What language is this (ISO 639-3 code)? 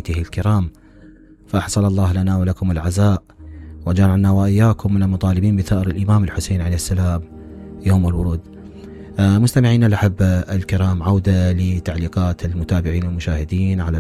acm